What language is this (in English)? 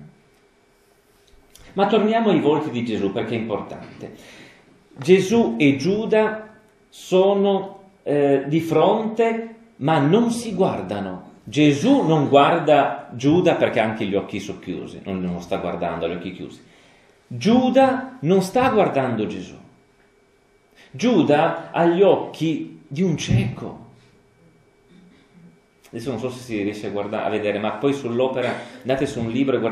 Italian